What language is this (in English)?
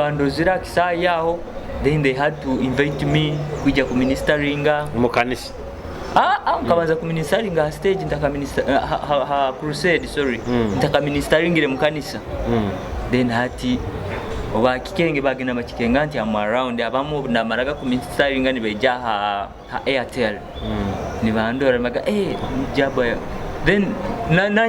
Nyoro